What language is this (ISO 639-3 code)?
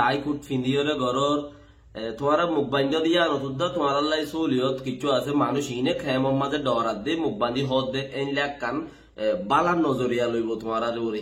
rhg